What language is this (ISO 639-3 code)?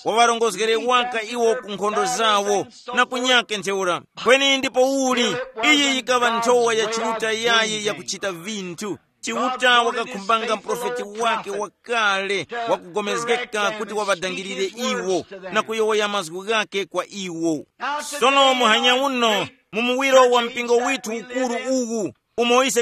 tum